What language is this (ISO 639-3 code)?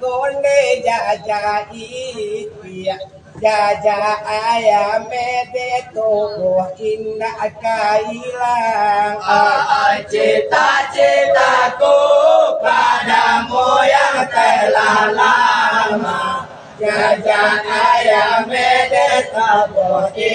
min